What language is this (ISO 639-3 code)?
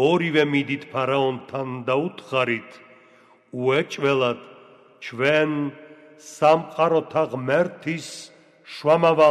kat